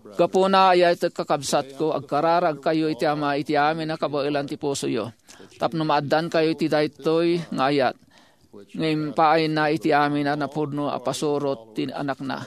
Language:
Iloko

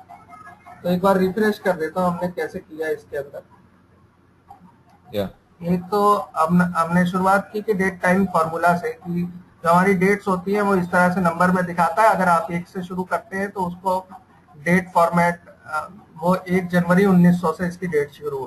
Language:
Hindi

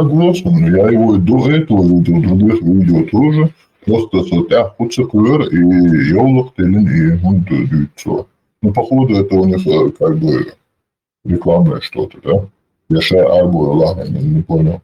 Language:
Chechen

